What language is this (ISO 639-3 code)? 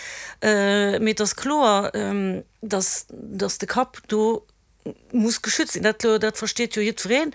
ltz